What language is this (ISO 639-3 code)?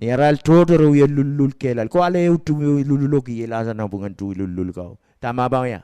pon